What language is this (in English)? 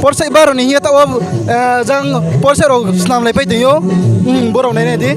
Riang (India)